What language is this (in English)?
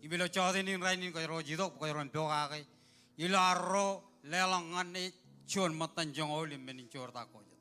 Marshallese